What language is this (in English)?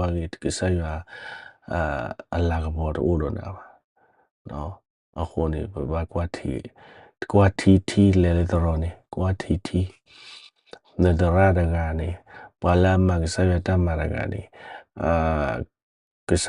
S'gaw Karen